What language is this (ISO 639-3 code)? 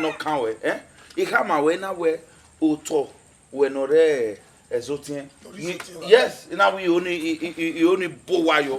bin